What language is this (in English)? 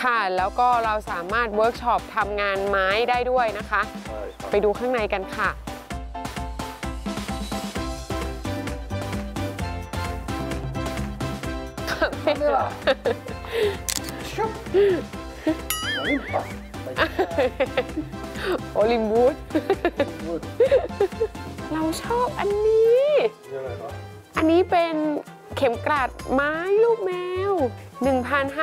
Thai